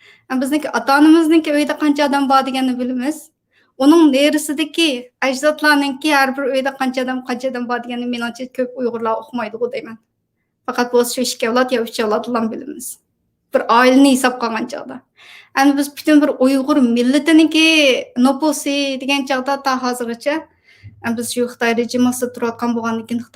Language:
Uyghur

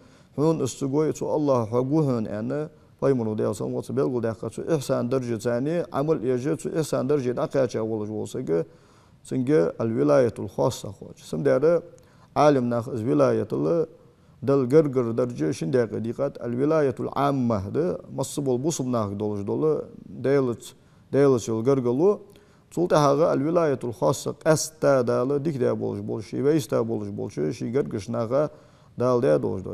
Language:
Ingush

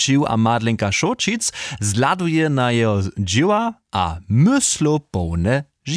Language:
Upper Sorbian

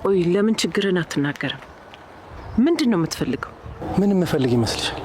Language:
Amharic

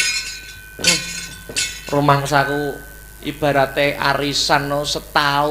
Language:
Javanese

